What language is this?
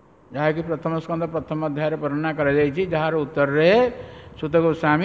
Odia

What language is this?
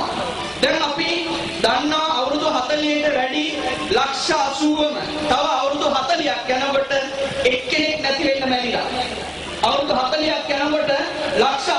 Sinhala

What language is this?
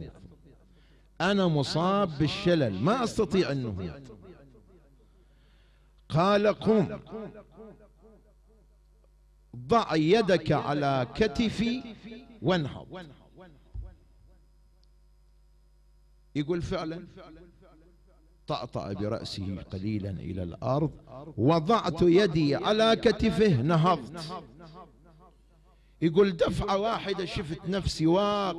Arabic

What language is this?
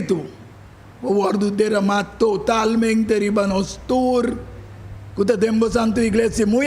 Papiamento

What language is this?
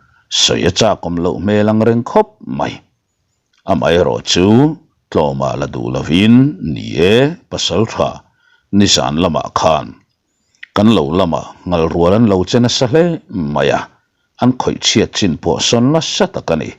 Mizo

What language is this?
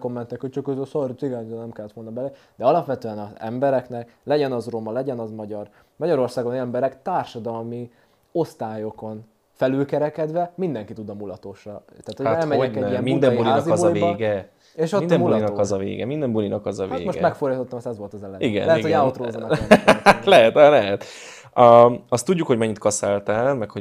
Hungarian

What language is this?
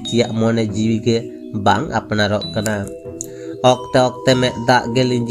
Santali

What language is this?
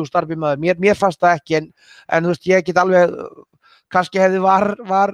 Icelandic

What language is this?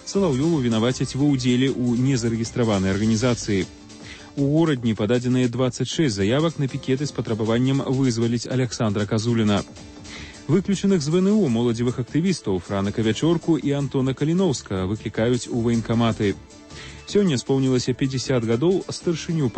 Belarusian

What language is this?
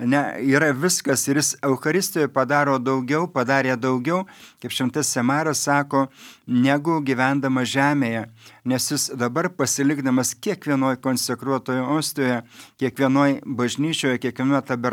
Lithuanian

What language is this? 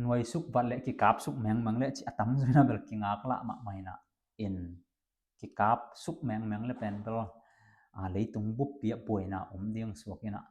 Tedim Chin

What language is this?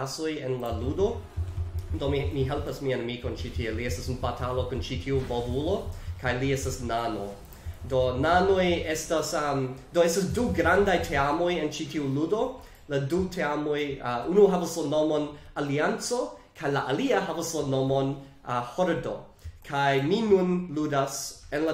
Esperanto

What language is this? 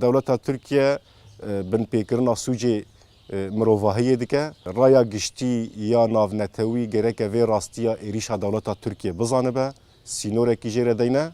Kurdish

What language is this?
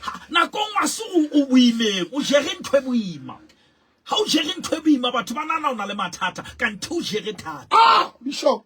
Southern Sotho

